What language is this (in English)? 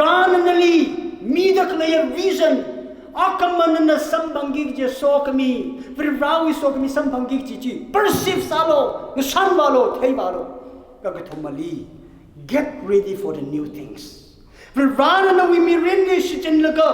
Tangkhul Naga (India)